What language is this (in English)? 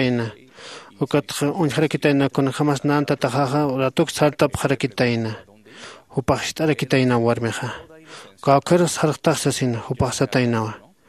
Aymara